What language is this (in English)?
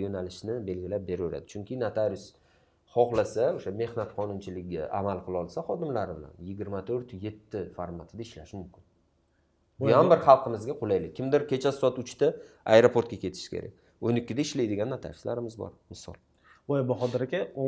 Uzbek